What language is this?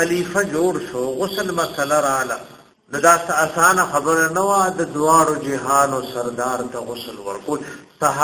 Pashto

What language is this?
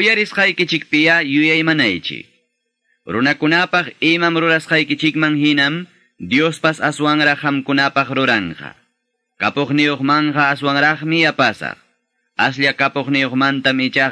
Quechua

